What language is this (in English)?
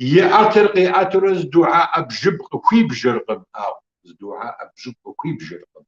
Kabardian